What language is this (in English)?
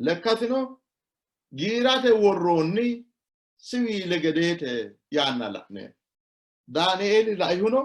Sidamo